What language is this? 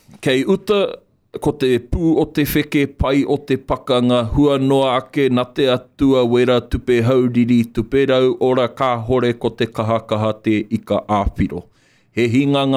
Māori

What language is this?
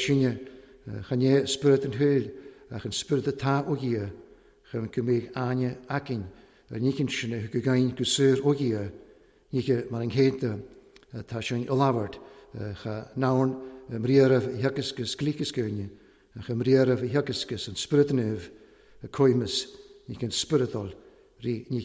Welsh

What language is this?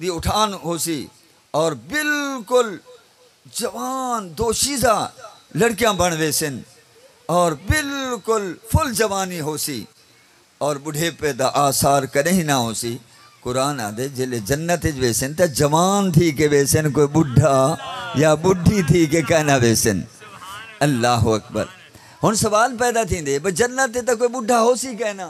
Saraiki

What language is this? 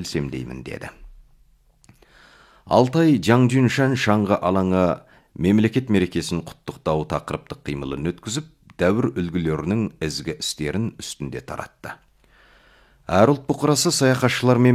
Kazakh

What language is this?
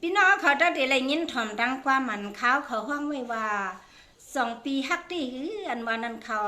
Shan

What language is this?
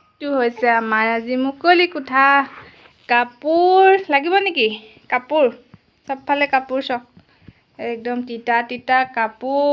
Assamese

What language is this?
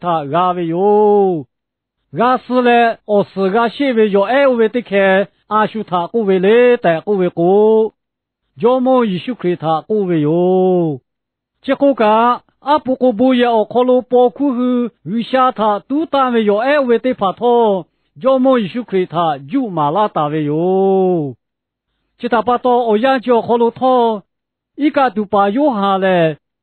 Lahu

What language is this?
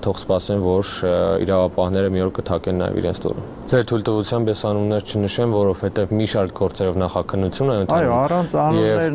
Armenian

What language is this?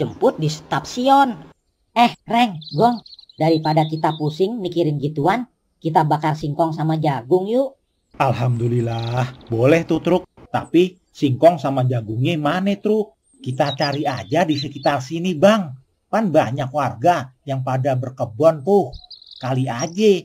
Betawi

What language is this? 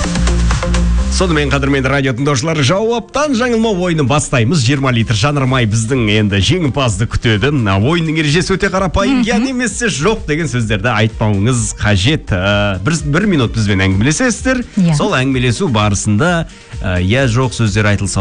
Kazakh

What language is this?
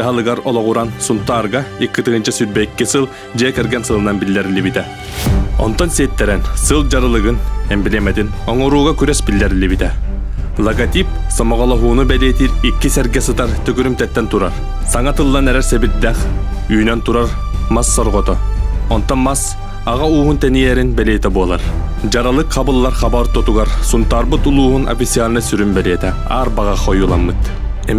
Yakut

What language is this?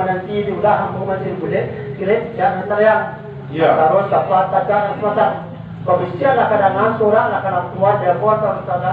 Minangkabau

